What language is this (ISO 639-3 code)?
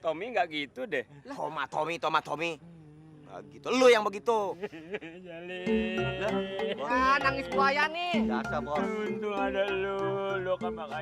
bew